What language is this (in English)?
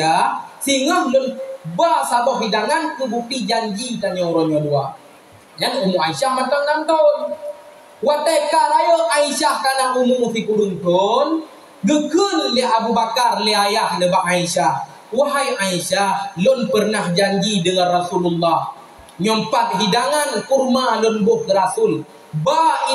Achinese